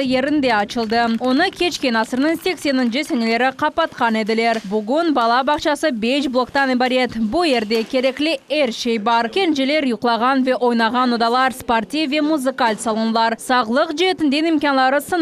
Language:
Crimean Tatar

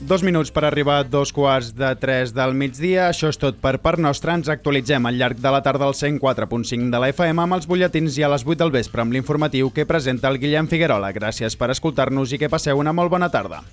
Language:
Catalan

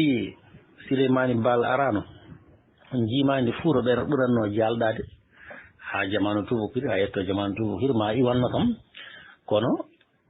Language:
Fula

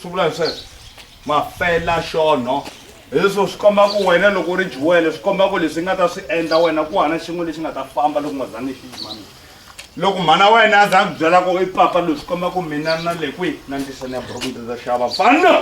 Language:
Tsonga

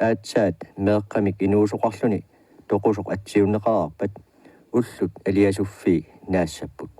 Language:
Kalaallisut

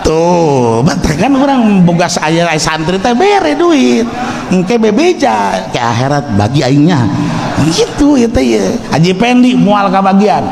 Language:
Sundanese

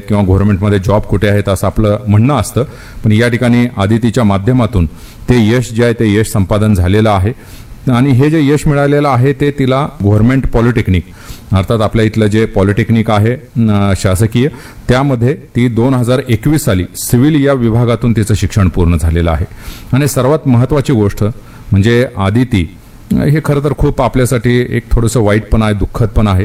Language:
Marathi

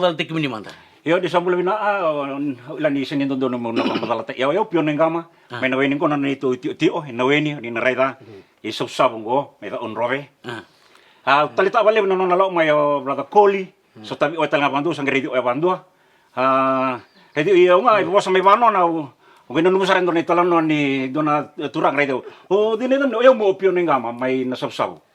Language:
Fijian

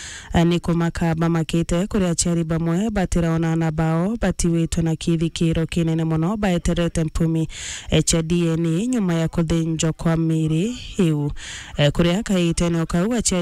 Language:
Meru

